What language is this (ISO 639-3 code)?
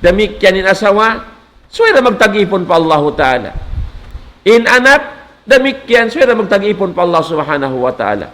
tsg